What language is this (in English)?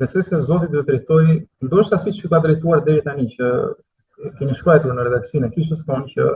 Albanian